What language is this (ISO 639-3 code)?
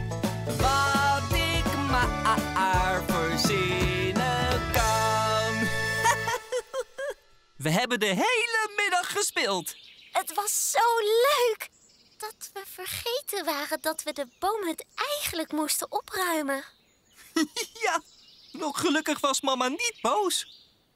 nld